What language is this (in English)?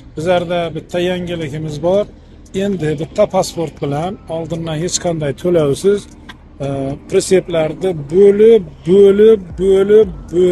Uzbek